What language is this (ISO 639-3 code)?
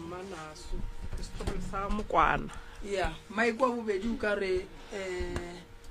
nso